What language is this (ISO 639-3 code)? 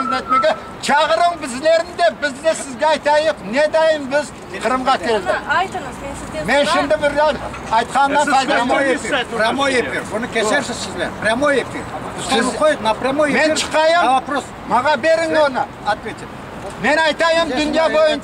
crh